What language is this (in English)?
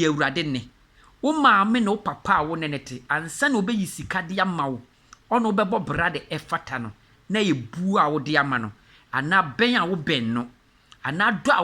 Akan